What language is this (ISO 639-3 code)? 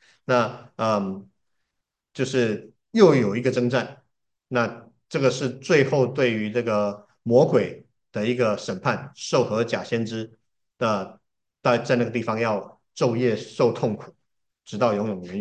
zho